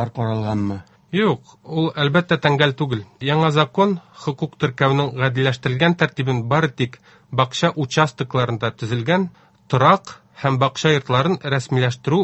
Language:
Tatar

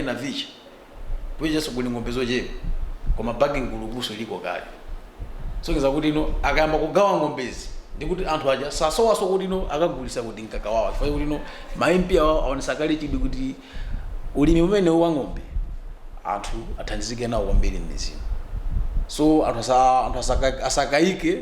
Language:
Nyanja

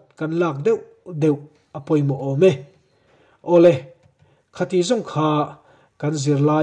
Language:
Mizo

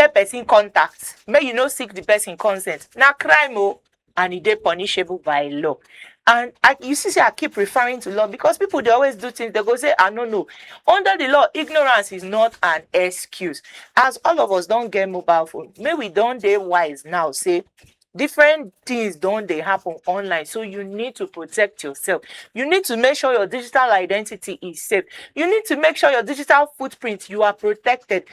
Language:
Nigerian Pidgin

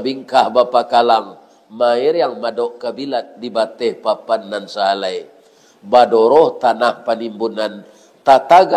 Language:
Minangkabau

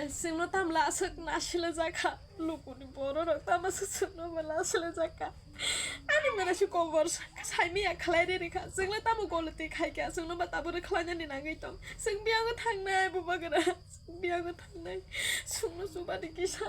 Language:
Kok Borok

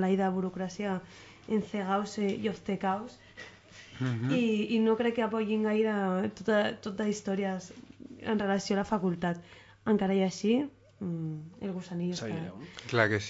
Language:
Catalan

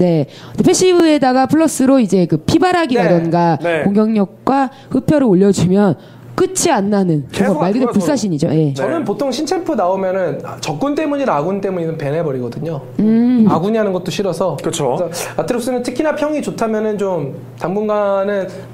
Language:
Korean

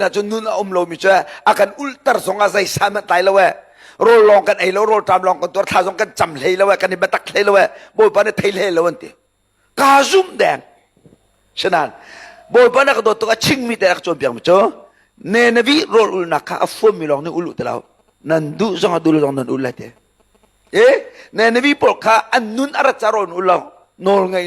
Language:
Hakha Chin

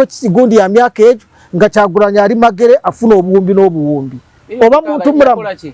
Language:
Ganda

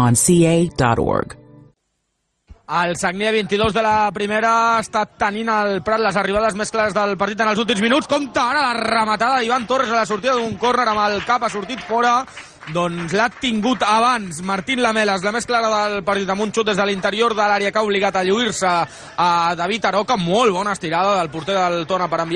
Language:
Catalan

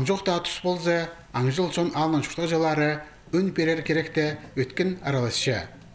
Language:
Khakas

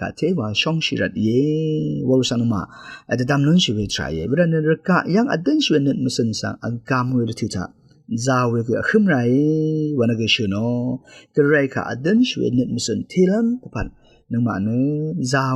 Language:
Rawang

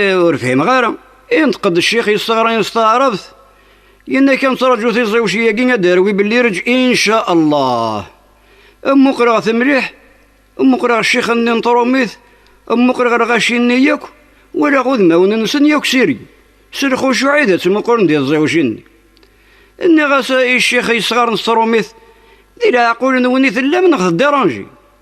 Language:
Kabyle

